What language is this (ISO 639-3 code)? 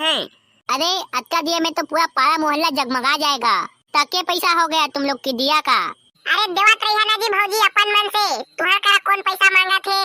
hne